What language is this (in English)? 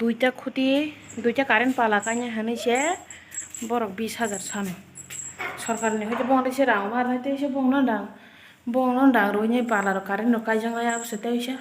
Kok Borok